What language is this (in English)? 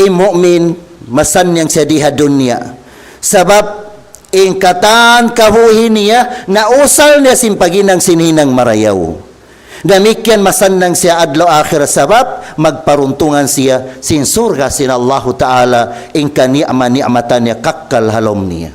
Tausug